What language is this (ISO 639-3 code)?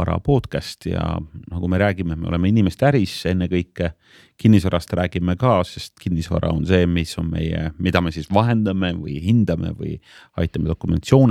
est